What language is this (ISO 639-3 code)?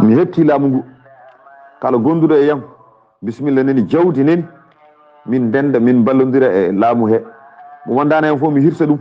ful